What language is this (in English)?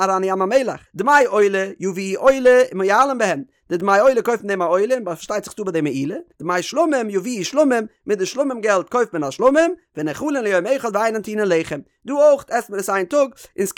Yiddish